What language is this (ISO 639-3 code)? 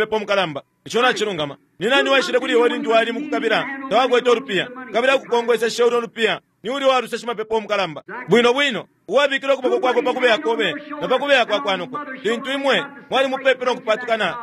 bem